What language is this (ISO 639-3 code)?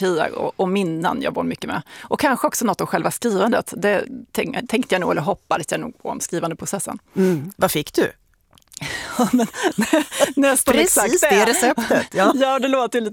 swe